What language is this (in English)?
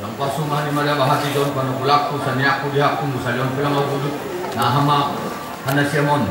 Batak Simalungun